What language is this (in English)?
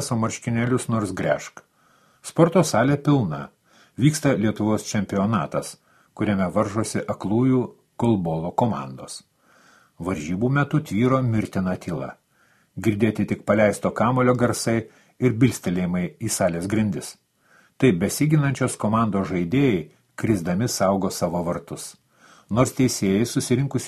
Lithuanian